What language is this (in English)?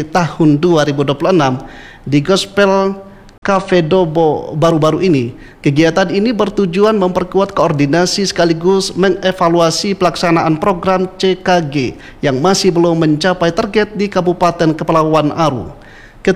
Indonesian